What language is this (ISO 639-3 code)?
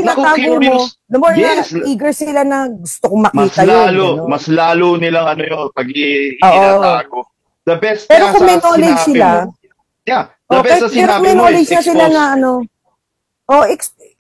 fil